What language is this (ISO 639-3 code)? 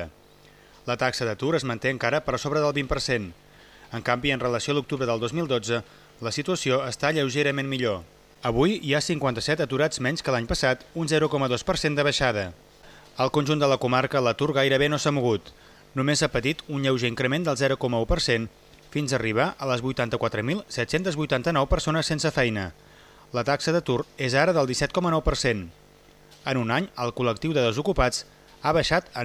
cat